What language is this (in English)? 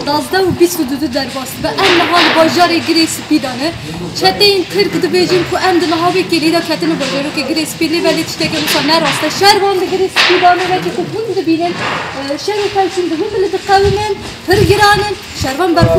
Kurdish